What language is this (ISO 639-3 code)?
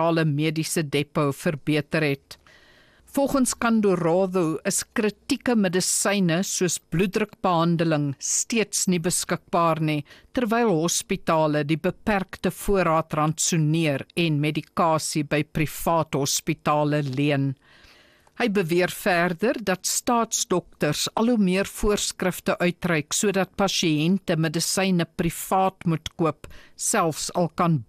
afr